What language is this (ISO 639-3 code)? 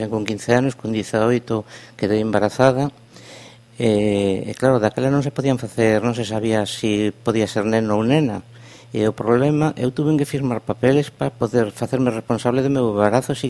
glg